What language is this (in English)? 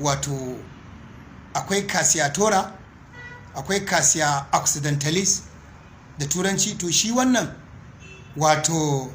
Hausa